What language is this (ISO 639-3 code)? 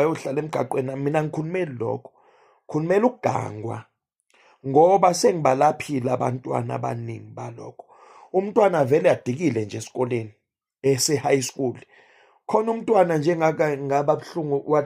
zul